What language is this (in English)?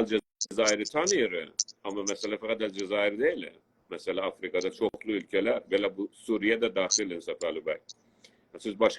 South Azerbaijani